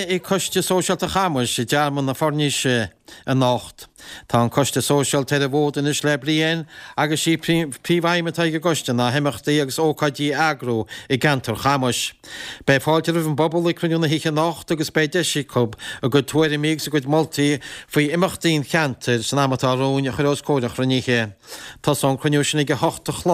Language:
Irish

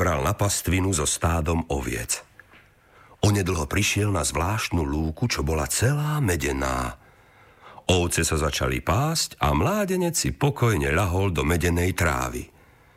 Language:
Slovak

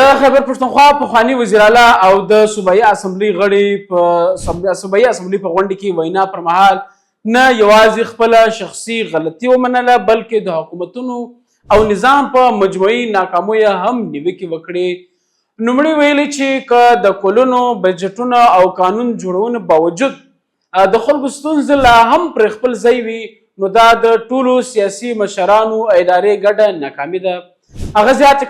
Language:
Pashto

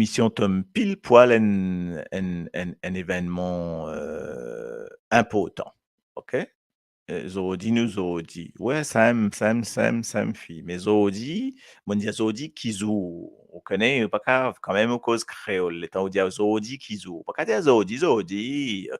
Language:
Morisyen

